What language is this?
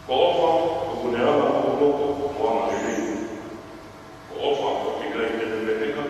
Tongan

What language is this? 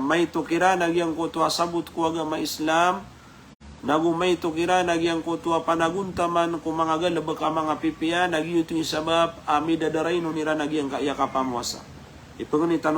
Maranao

